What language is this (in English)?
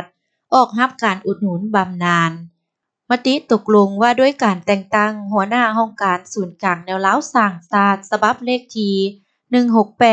Lao